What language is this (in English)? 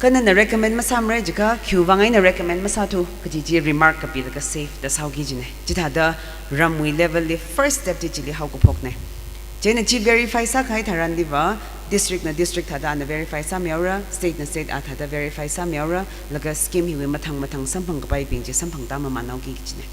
Tangkhul Naga (India)